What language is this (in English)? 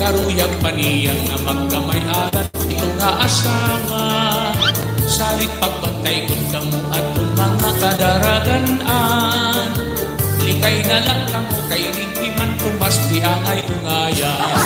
Waray